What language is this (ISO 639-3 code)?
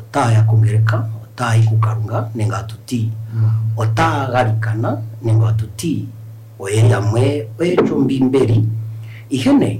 kua